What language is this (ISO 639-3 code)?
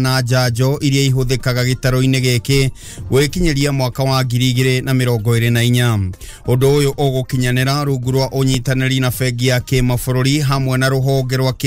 kik